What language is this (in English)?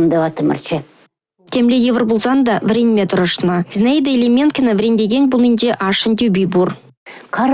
Chuvash